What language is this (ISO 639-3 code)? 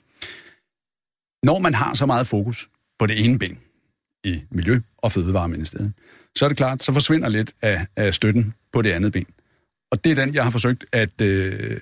dan